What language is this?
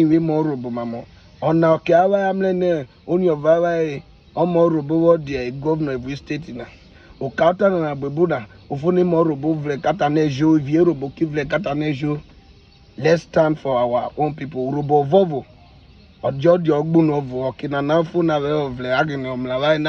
Urhobo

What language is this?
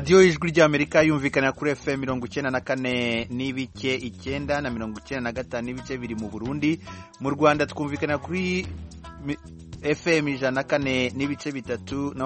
Kinyarwanda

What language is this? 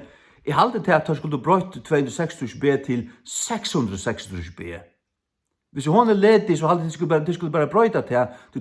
Faroese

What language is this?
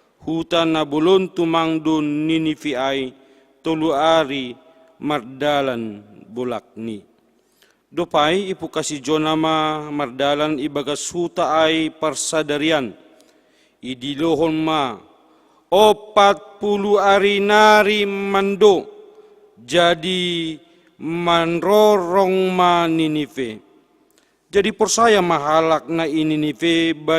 Batak Simalungun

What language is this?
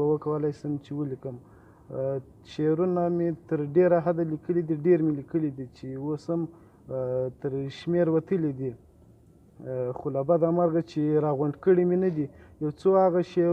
Pashto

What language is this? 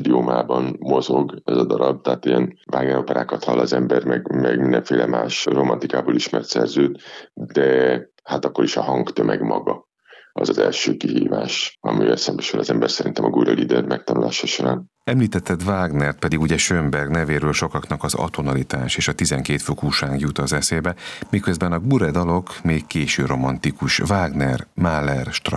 Hungarian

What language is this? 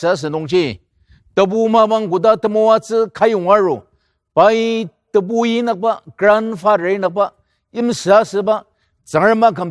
Ao Naga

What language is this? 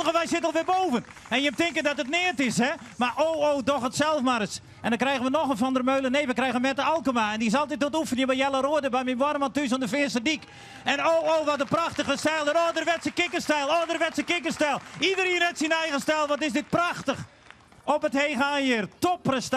Western Frisian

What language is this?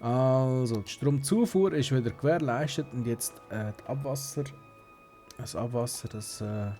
Swiss German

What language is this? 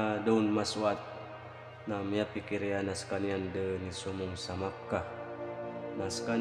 Maranao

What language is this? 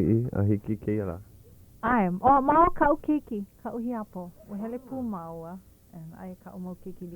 Hawaiian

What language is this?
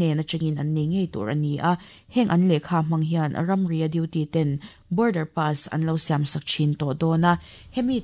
Mizo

